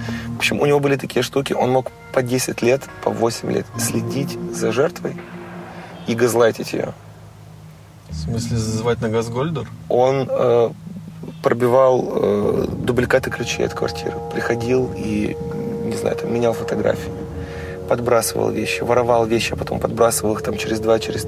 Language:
Russian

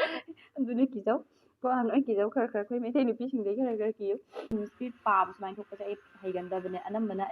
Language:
Manipuri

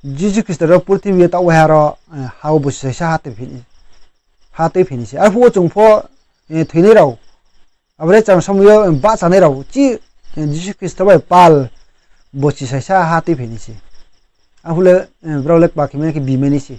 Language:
Riang (India)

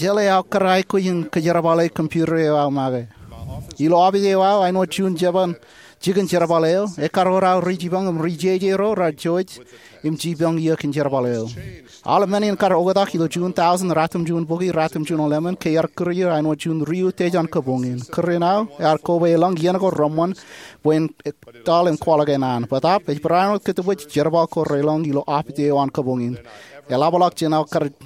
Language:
Marshallese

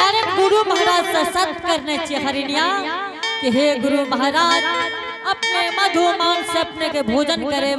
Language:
Angika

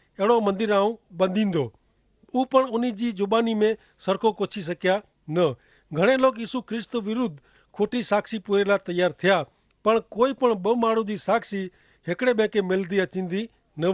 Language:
Kachhi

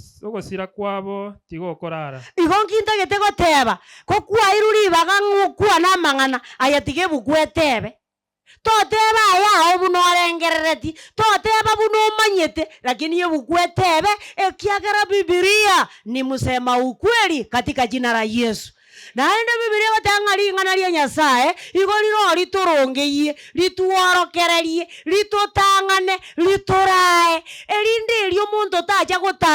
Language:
Gusii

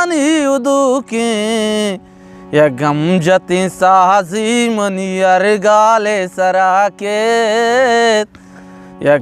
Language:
Eastern Balochi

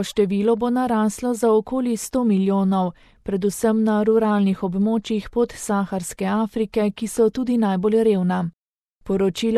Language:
Slovenian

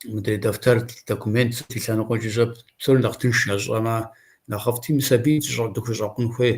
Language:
Kabardian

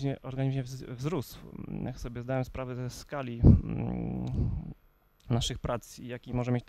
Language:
Polish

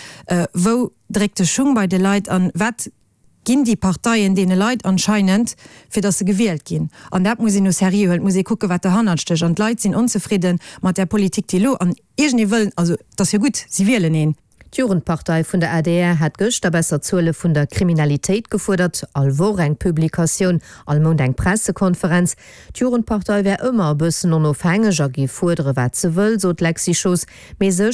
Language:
Luxembourgish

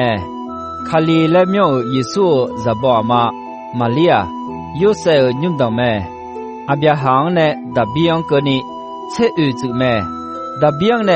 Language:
Akha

